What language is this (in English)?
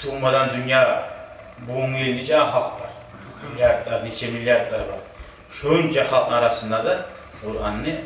Kumyk